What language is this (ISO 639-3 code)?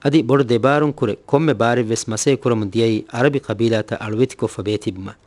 div